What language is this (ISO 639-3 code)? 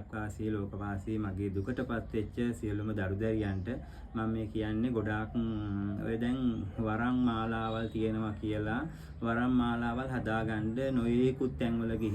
sin